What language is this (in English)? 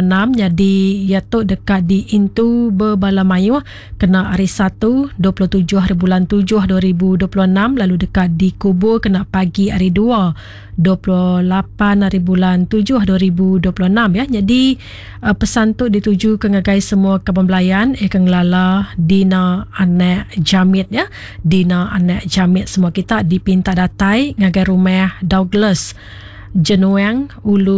Iban